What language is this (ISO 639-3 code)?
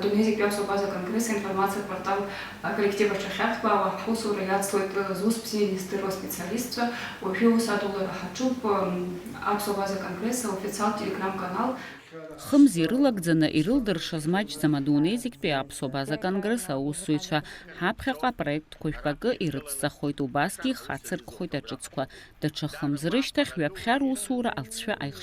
abk